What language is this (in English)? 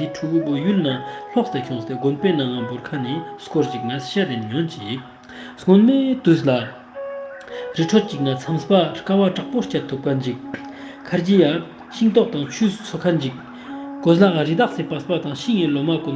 Ladakhi